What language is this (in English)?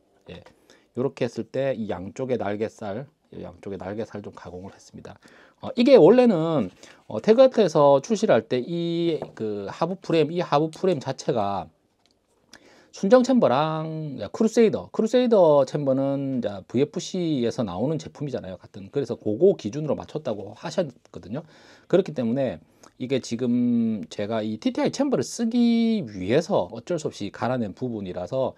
Korean